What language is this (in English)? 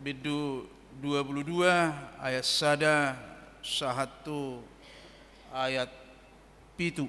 Batak Toba